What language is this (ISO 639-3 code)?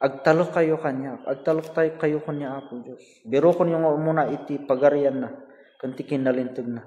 ilo